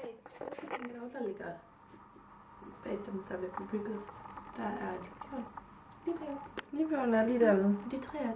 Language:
Danish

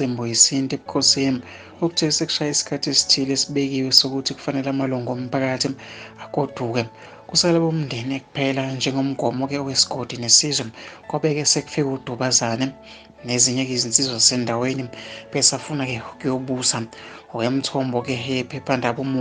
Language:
Zulu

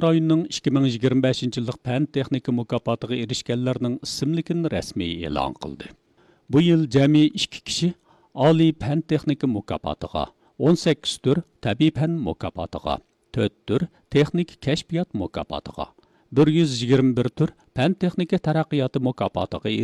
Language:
Uyghur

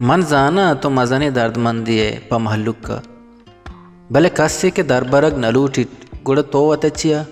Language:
Baluchi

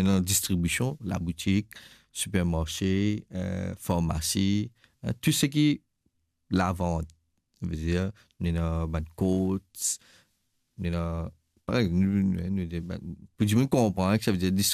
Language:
Morisyen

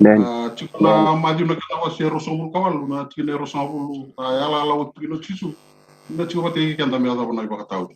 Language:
Fijian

